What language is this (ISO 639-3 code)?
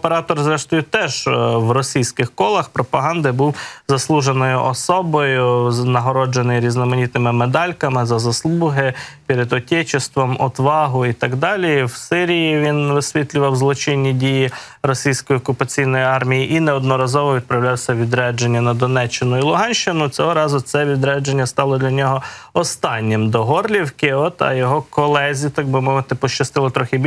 ukr